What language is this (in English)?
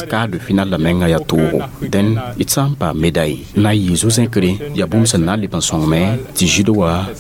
Mossi